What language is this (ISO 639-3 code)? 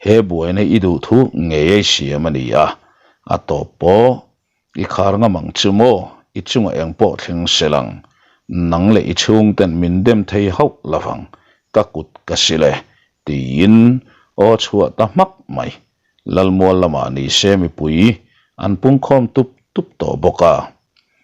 lus